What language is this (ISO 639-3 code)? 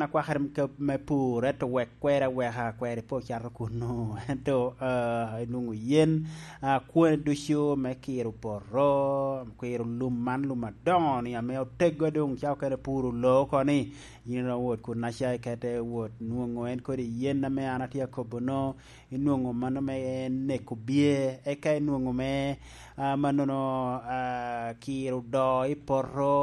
laj